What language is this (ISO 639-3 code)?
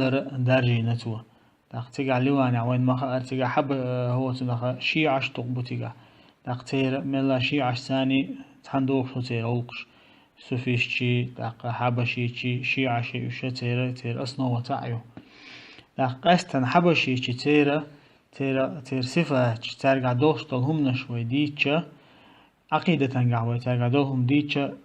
che